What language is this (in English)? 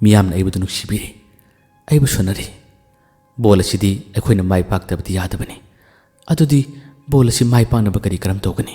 Manipuri